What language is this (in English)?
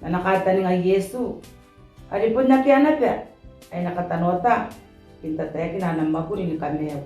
Gilbertese